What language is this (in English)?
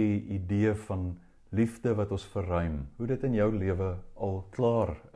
Afrikaans